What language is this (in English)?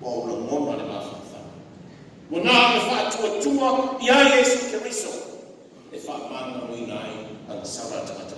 Samoan